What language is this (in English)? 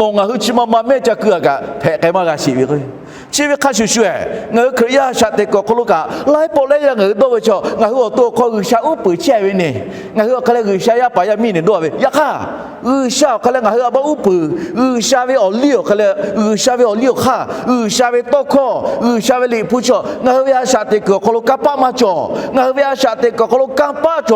Lahu